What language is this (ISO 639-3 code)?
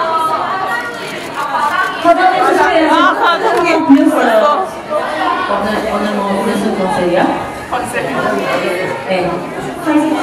kor